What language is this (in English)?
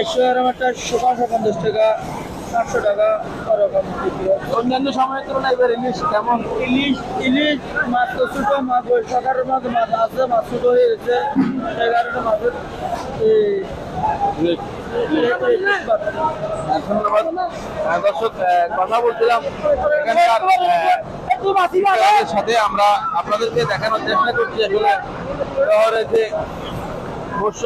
Bangla